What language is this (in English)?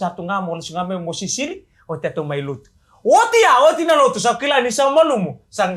Fijian